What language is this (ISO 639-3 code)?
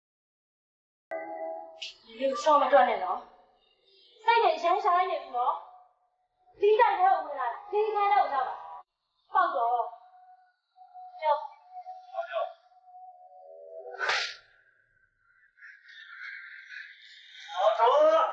mya